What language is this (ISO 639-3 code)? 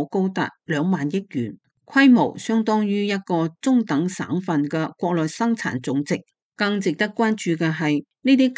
yue